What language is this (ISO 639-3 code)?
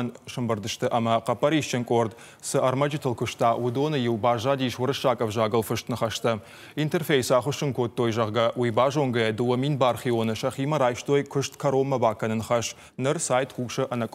oss